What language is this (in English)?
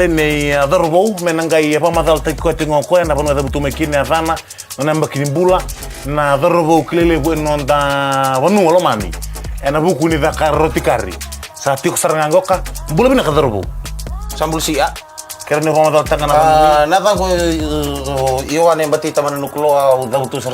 Fijian